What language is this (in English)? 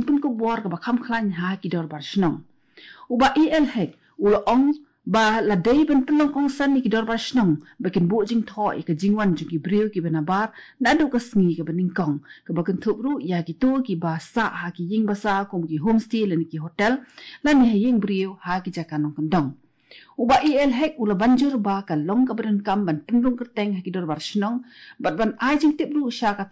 Khasi